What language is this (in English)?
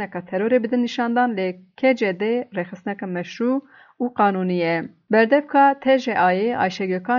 Kurdish